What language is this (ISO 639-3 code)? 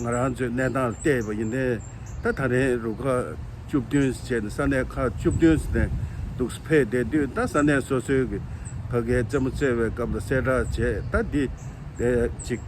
bod